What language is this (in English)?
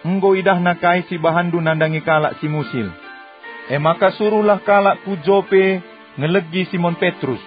Batak Karo